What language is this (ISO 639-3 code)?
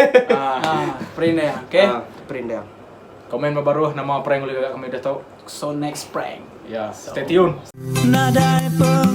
iba